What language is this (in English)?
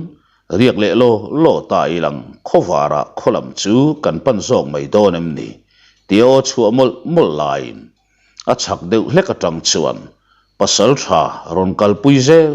Mizo